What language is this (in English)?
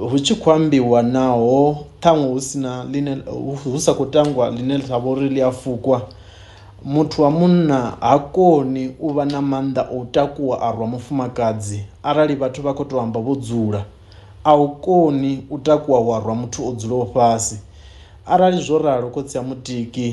Venda